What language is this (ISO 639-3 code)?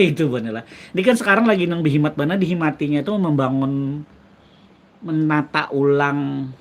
bjn